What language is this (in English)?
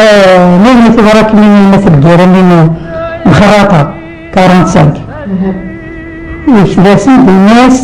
Kabyle